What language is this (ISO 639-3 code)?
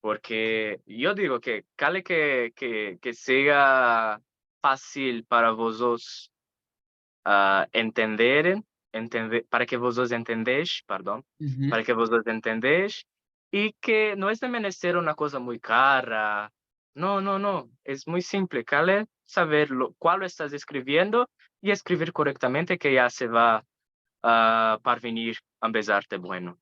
lad